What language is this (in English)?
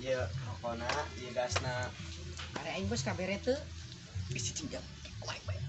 Sundanese